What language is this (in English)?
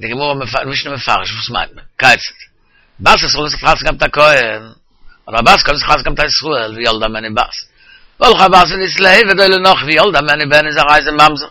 Yiddish